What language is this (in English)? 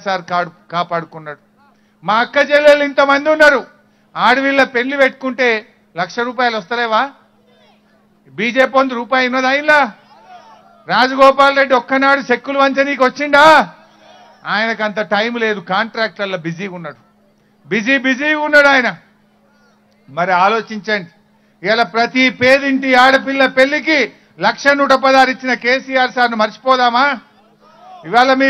Telugu